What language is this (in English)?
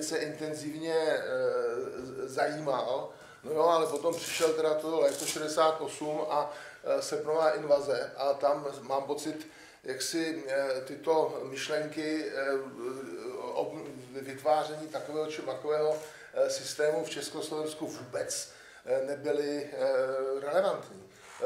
Czech